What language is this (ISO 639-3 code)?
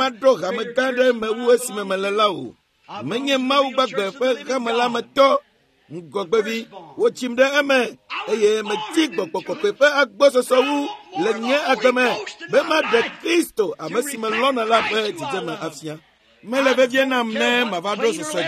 ewe